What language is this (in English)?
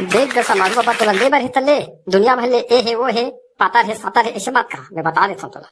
Chhattisgarhi